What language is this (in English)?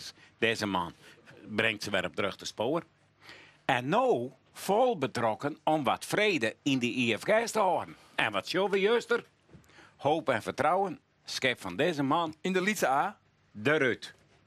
Western Frisian